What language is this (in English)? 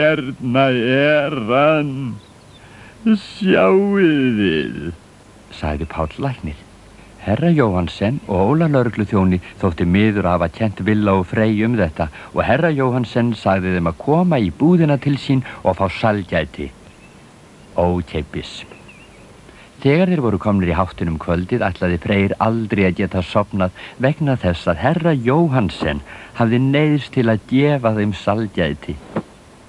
Icelandic